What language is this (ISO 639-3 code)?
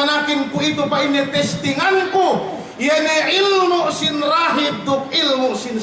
yka